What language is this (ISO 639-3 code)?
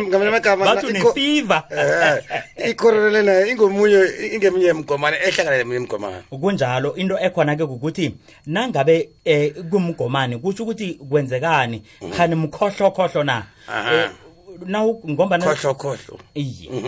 nbl